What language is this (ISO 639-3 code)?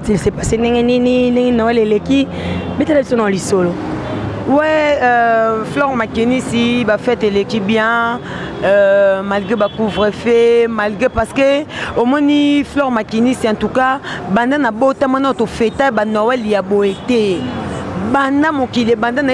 lin